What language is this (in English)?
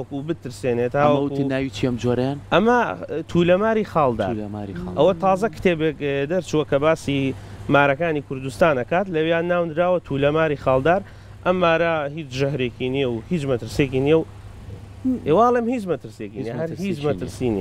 Central Kurdish